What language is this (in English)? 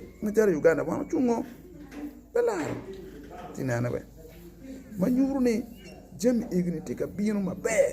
Acoli